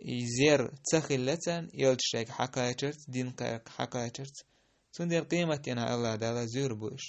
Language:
Chechen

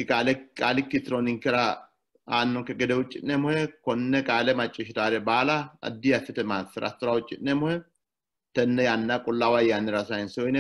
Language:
Sidamo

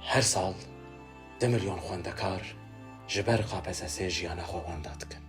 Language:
Kurdish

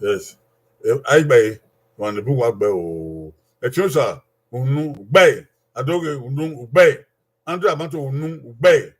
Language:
Bini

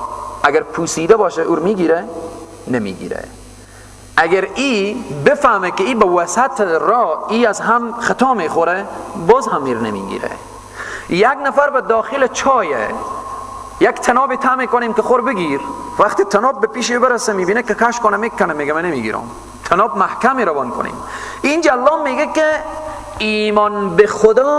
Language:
Persian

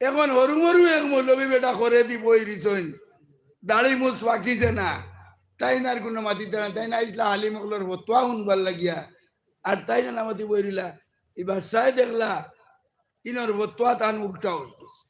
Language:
Sylheti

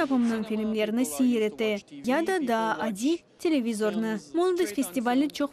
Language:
Crimean Tatar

